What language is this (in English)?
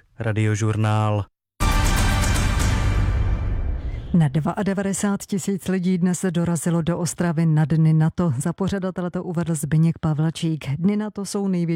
Czech